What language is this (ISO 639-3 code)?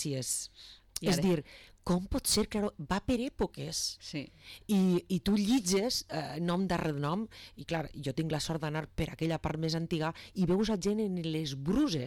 cat